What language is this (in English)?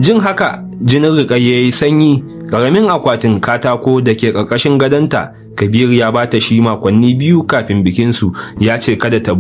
Hausa